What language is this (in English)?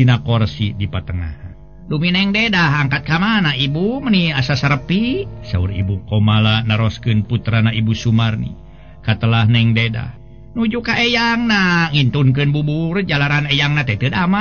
Sundanese